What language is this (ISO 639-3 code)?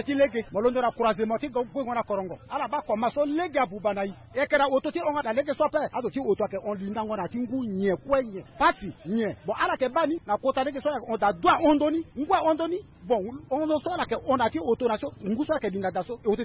sag